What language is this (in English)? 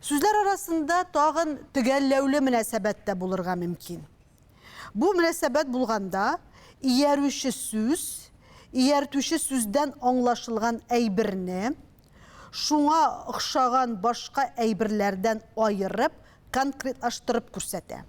Tatar